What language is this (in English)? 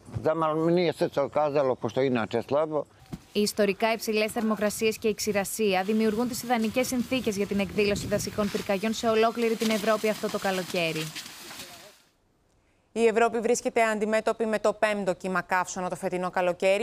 Greek